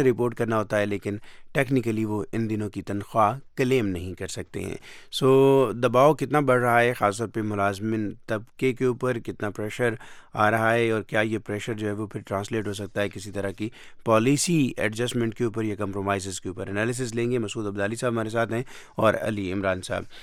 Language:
Urdu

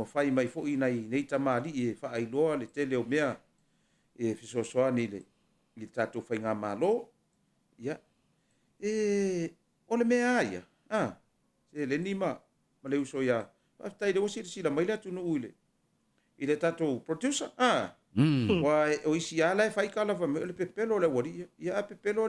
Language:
Samoan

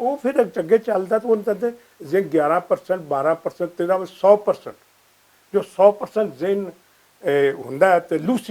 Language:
Western Panjabi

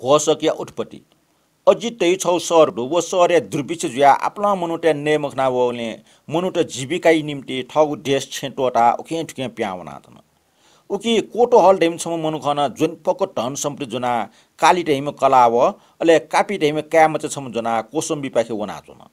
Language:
Newari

